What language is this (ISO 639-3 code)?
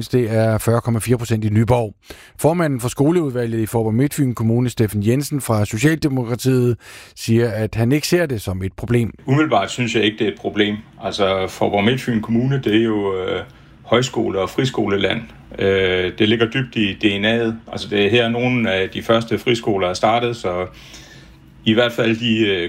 dan